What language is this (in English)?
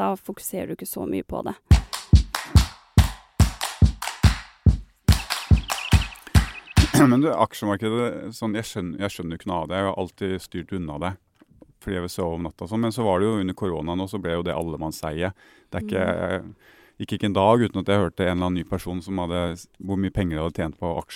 Norwegian